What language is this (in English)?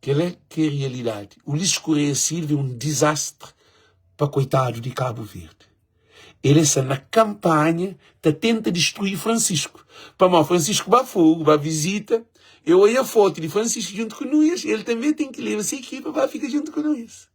Kabuverdianu